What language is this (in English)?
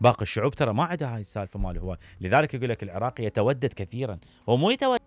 Mesopotamian Arabic